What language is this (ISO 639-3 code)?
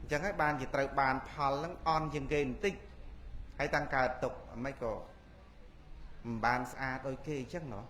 khm